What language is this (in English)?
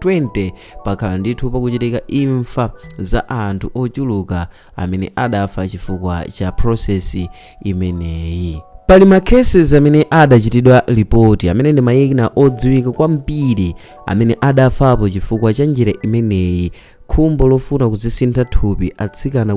Nyanja